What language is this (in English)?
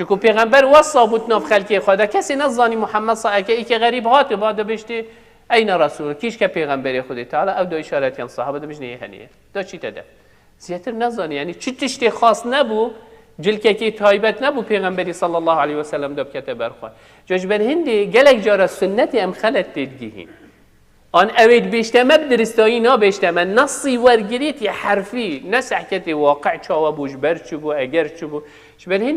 Kurdish